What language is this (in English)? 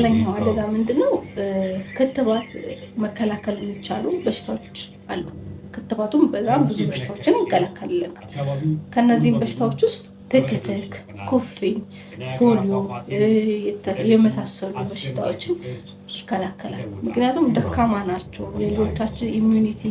Amharic